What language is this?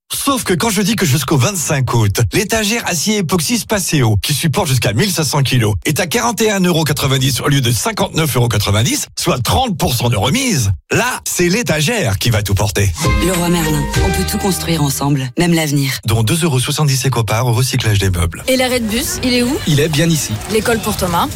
French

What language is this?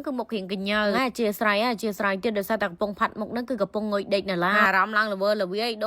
Khmer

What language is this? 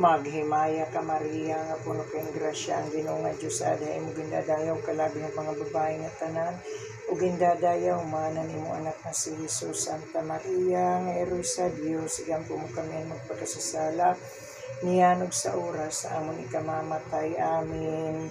Waray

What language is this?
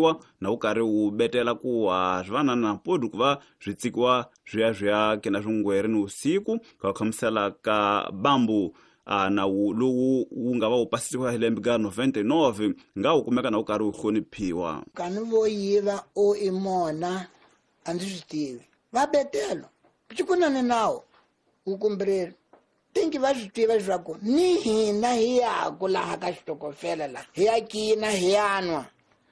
Tsonga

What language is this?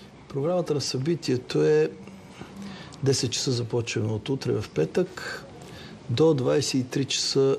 Bulgarian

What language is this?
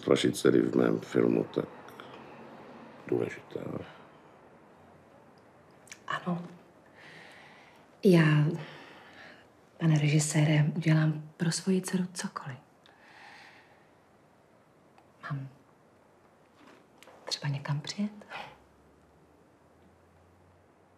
Czech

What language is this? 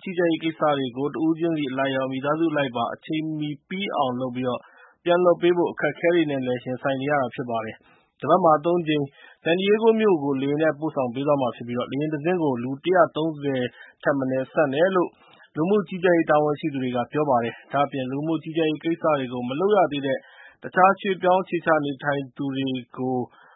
Burmese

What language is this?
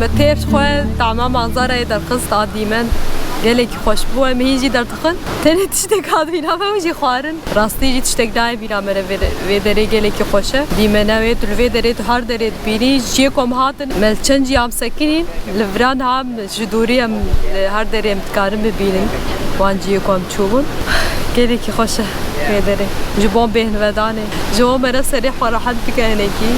Kurdish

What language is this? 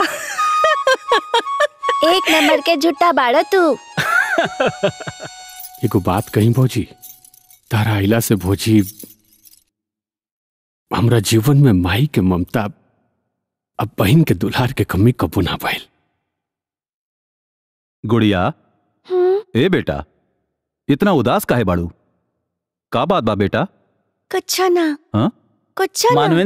Bhojpuri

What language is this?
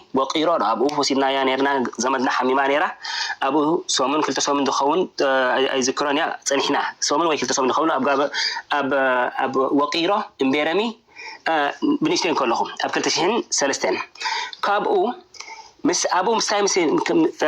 Tigrinya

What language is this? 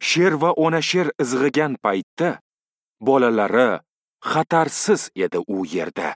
Uzbek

